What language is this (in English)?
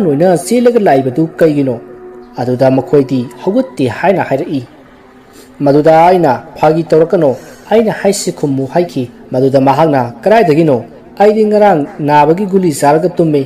Manipuri